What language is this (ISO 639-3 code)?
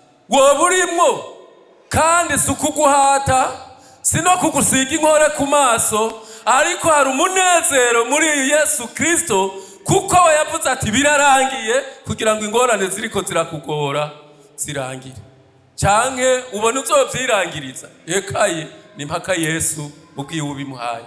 run